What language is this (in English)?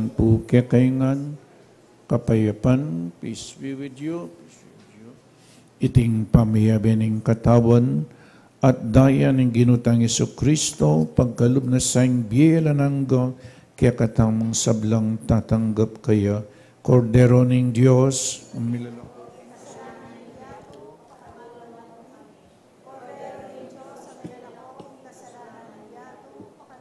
Pampanga